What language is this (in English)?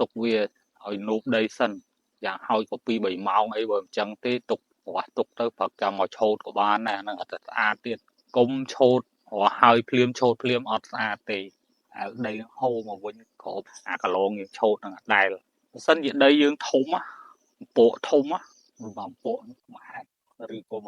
Khmer